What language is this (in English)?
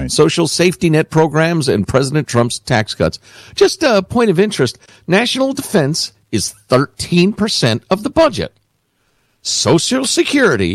English